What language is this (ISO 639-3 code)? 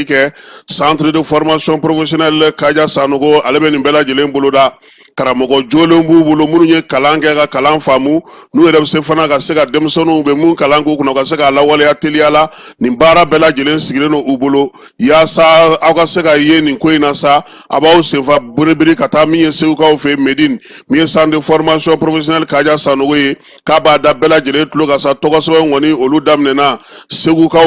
bam